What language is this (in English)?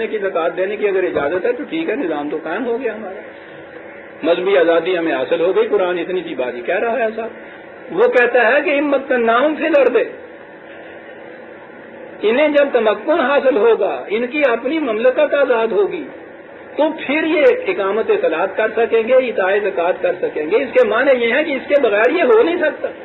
Urdu